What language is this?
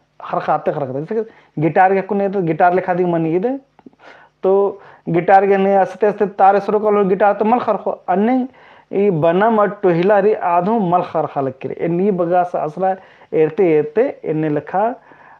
Kurukh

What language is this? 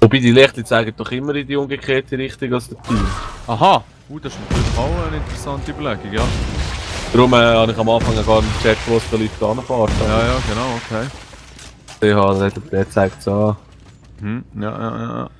Swiss German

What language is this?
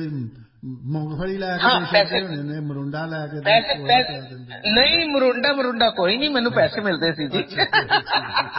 Punjabi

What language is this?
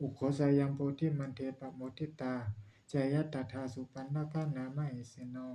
Pali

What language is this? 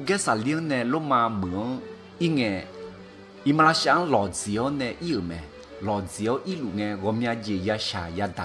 Akha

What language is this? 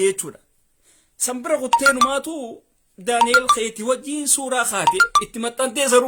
Oromo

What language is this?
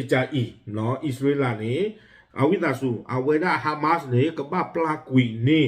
S'gaw Karen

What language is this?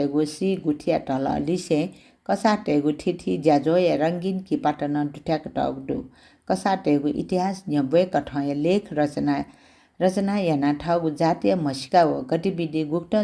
Newari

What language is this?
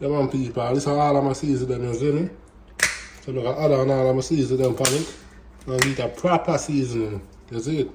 Jamaican Creole English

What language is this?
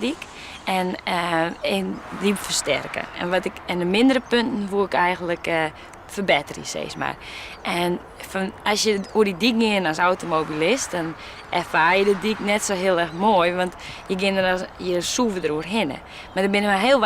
Western Frisian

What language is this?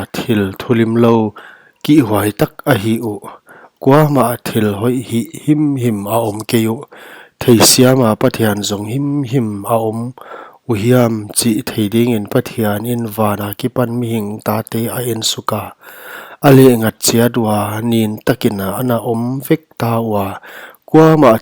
Paite Chin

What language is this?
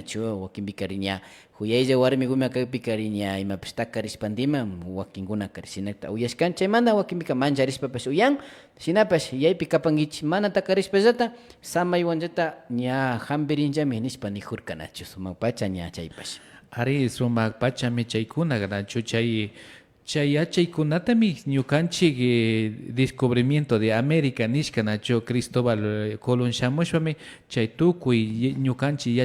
Imbabura Highland Quichua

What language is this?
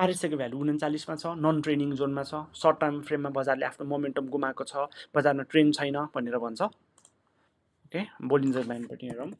Nepali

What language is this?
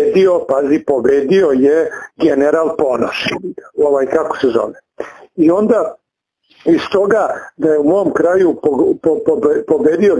Serbian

